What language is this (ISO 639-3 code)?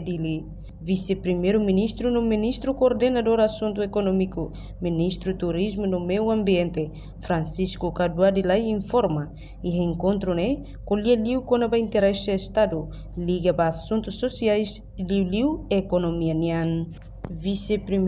tet